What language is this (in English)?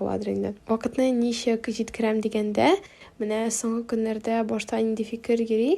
Tatar